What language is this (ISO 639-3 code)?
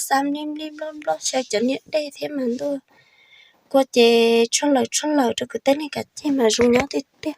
hmn